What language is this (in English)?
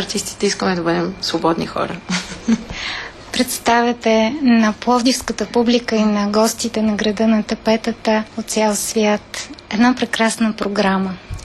Bulgarian